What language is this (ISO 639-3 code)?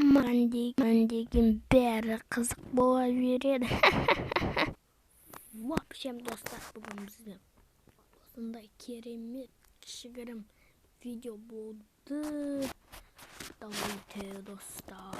kaz